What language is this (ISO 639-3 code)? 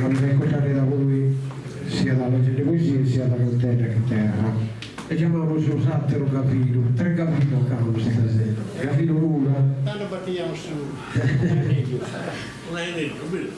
srd